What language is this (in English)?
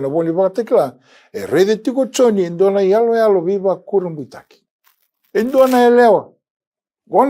Fijian